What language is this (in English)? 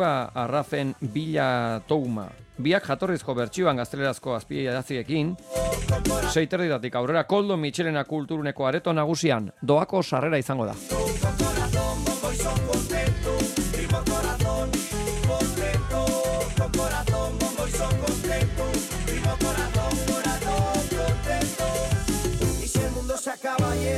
Basque